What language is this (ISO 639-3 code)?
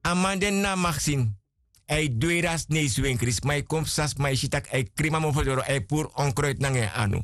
srn